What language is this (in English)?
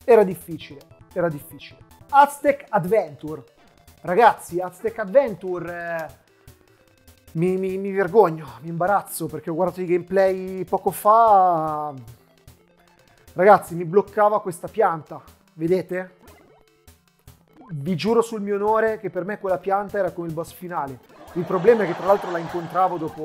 Italian